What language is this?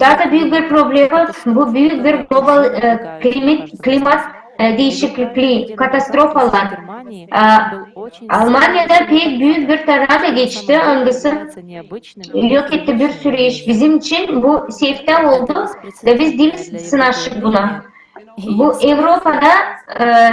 Gagauz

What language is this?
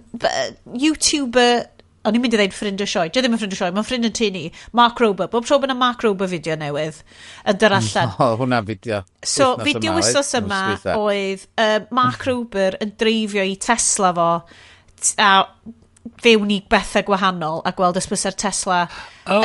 Welsh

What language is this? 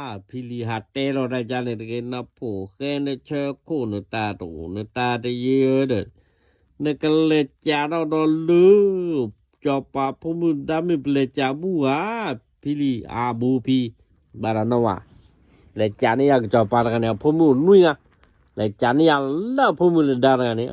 S'gaw Karen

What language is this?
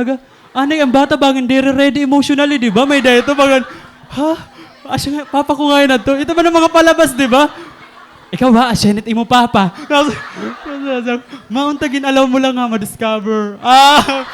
Waray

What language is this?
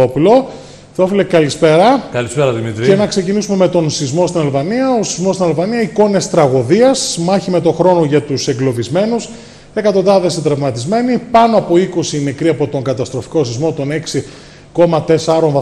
Greek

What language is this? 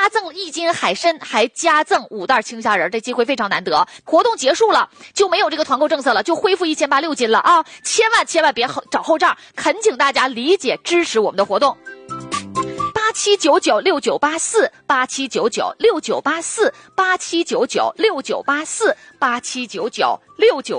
Chinese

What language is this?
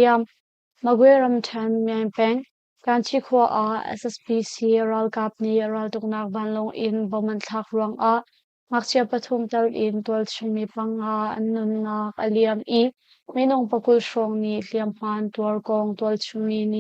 Hakha Chin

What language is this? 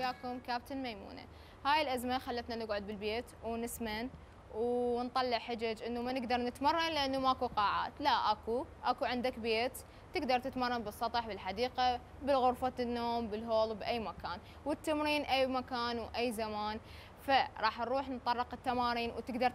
Mesopotamian Arabic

